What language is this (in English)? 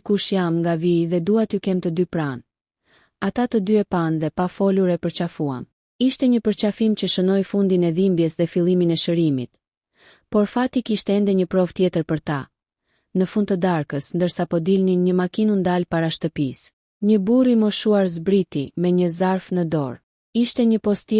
Albanian